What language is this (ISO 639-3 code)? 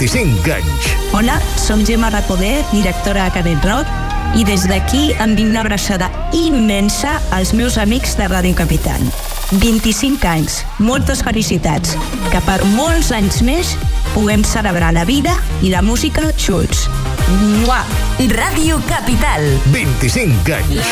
cat